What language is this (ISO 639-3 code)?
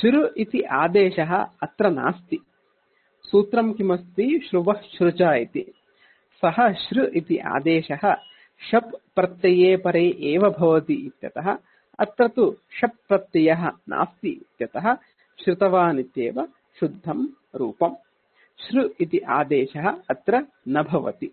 san